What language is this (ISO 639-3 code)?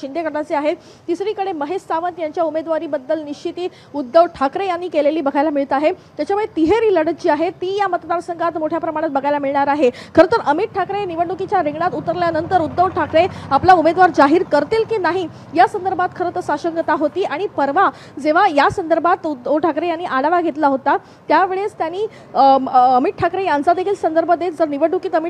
mar